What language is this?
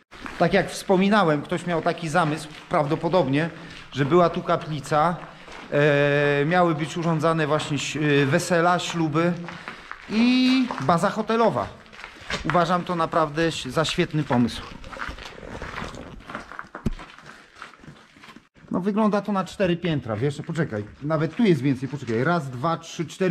Polish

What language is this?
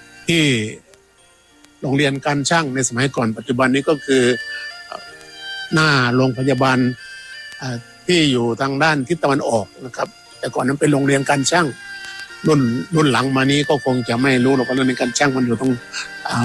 Thai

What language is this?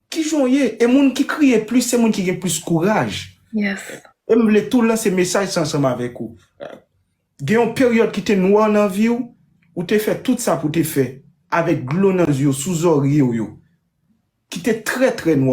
Haitian Creole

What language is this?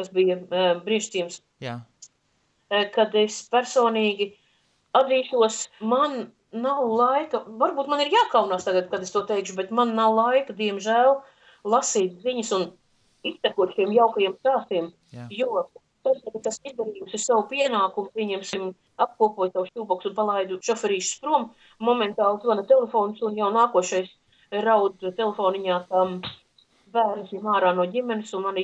Latvian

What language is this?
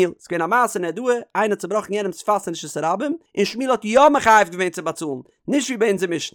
Yiddish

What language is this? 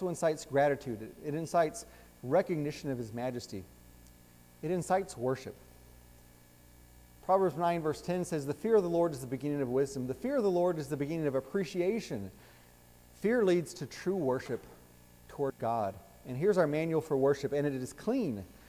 English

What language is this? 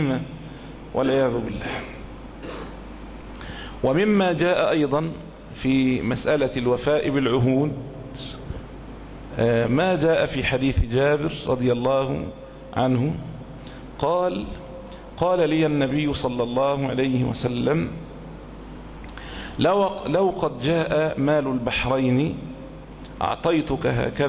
Arabic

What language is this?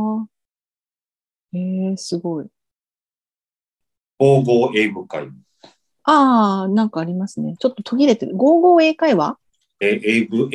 Japanese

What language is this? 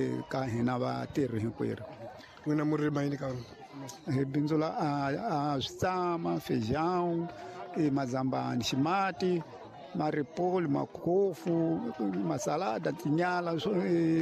Tsonga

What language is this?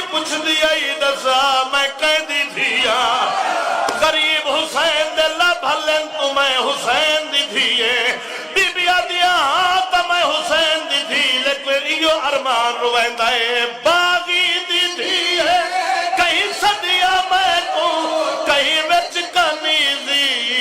Saraiki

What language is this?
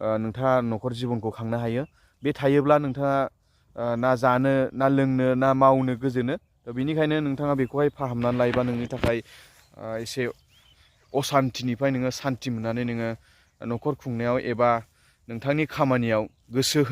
Bodo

